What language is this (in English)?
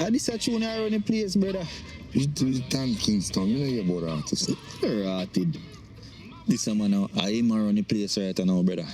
Jamaican Creole English